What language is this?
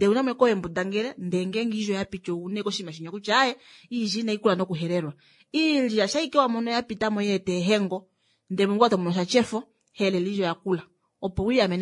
Kuanyama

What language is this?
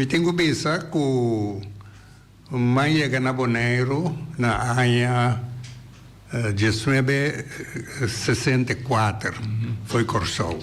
Papiamento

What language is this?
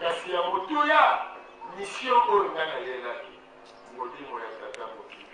Lingala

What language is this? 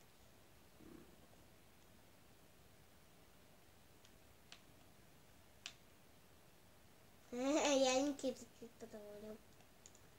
Russian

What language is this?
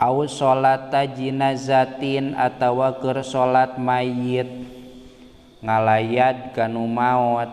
Sundanese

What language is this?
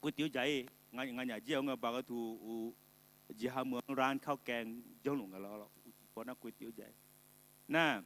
Akha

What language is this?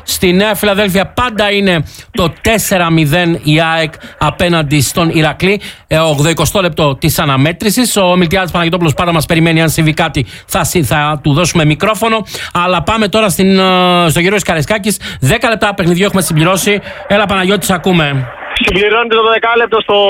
Greek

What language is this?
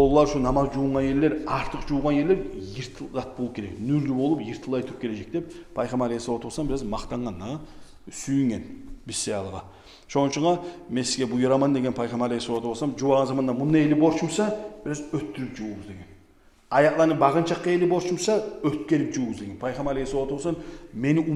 Kumyk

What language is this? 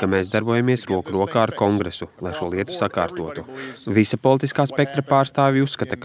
Latvian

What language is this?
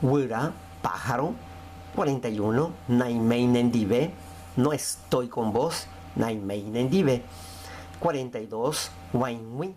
Guarani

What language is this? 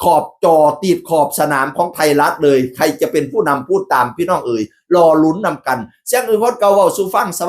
Northeastern Thai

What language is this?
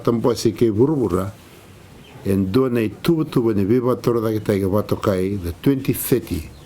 Fijian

